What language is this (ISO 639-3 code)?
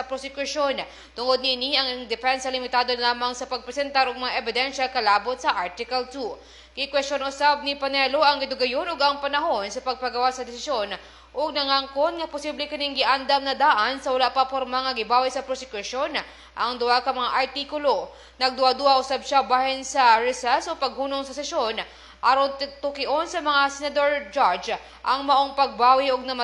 ceb